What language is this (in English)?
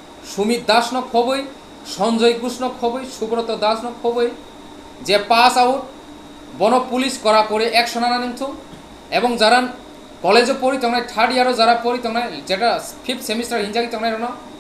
Kok Borok